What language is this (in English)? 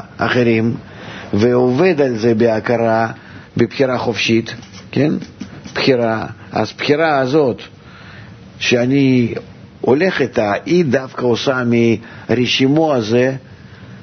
Hebrew